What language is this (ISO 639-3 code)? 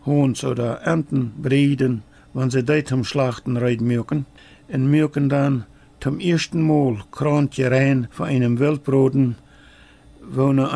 pdt